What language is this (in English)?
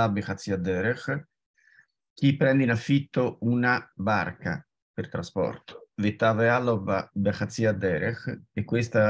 Italian